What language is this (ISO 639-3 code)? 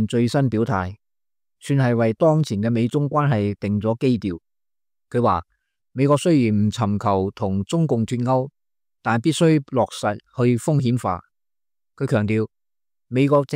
yue